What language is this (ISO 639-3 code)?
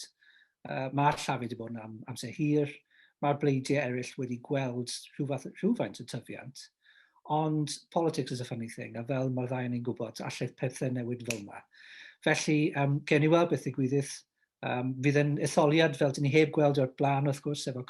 cym